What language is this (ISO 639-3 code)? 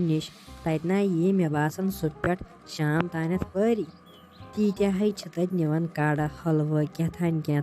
kas